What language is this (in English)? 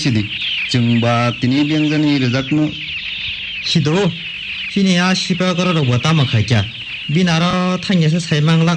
Kok Borok